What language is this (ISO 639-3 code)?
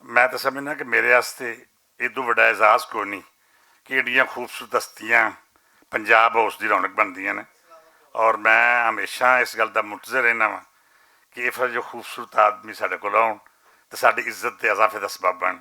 lah